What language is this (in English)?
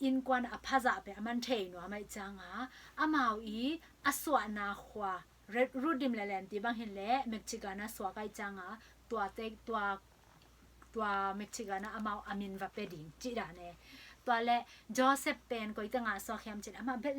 Tedim Chin